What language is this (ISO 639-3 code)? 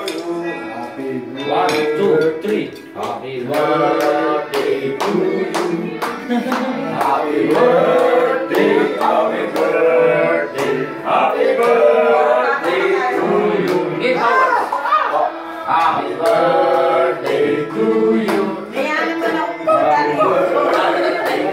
fil